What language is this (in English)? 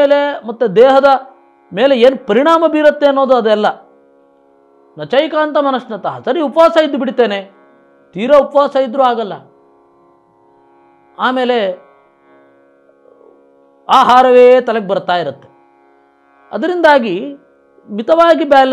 Kannada